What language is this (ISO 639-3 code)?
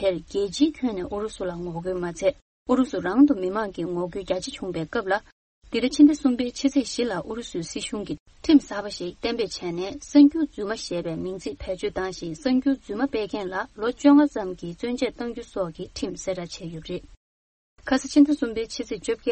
bod